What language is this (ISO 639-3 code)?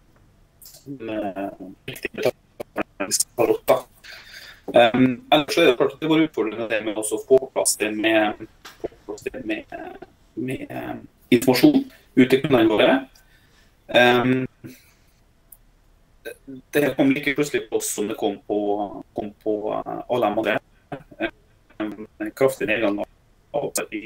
nor